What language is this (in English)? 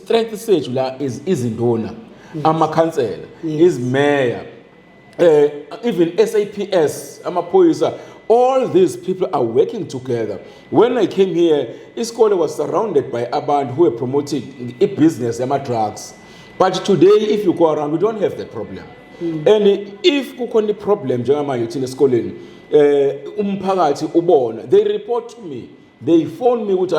Zulu